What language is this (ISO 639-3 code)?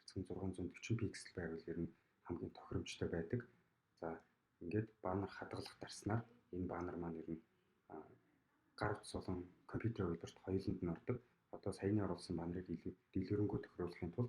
mon